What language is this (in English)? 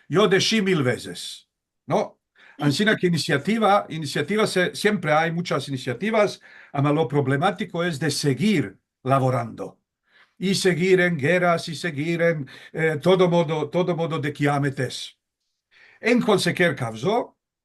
Ladino